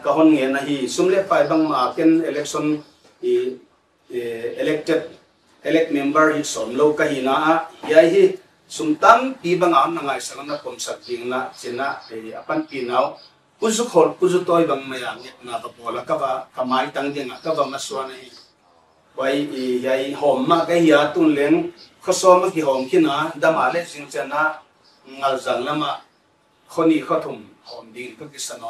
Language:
Paite Chin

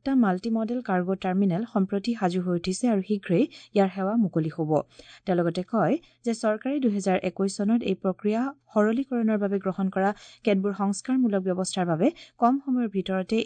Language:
Assamese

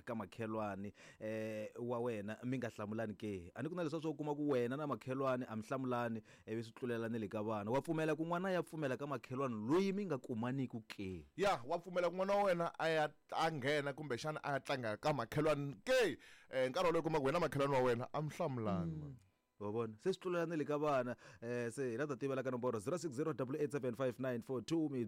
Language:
Tsonga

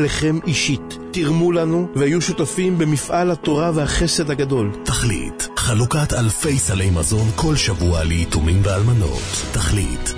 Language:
Hebrew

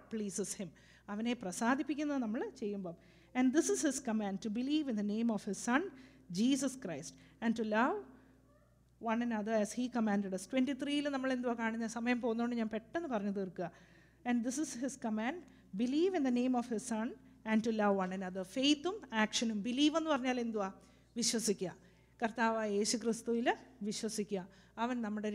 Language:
Malayalam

